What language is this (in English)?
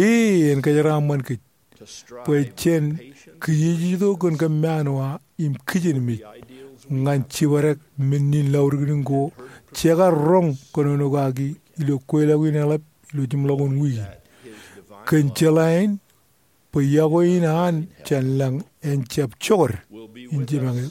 Marshallese